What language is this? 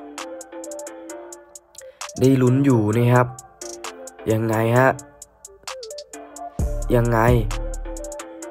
Thai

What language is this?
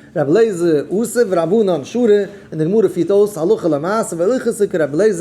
Yiddish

